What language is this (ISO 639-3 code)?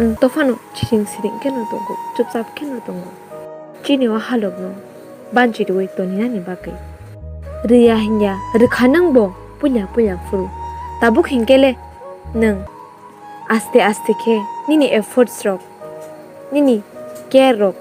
trp